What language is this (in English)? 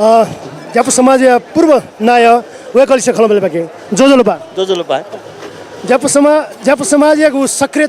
Newari